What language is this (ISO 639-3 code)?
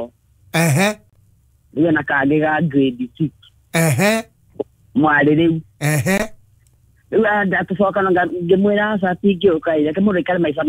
kik